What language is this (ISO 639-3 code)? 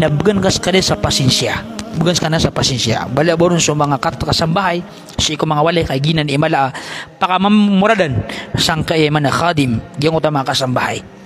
mrw